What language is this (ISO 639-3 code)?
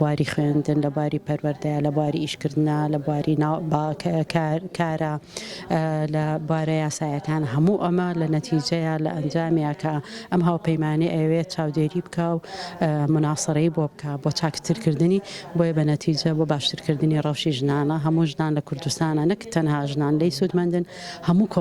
ckb